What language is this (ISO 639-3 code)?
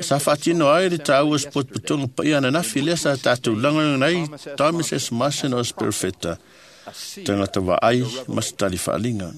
smo